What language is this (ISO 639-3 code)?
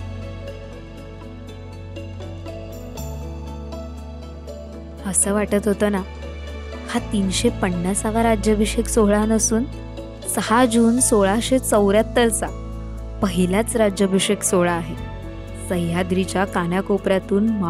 mar